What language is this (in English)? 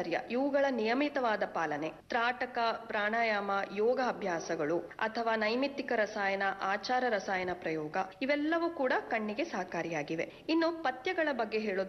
Kannada